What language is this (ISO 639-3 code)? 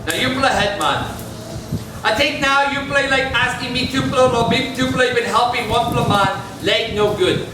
tpi